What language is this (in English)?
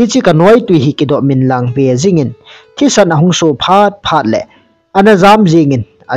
Thado Chin